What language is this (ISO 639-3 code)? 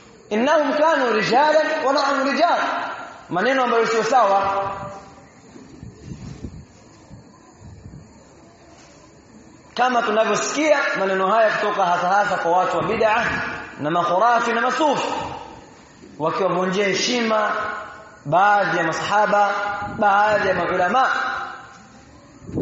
swa